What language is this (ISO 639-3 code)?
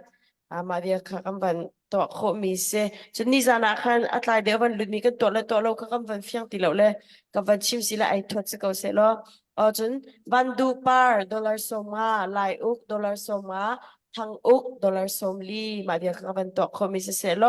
cnh